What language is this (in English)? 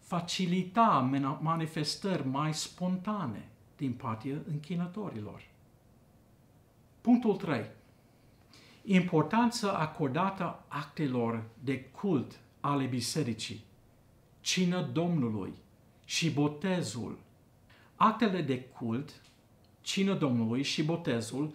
Romanian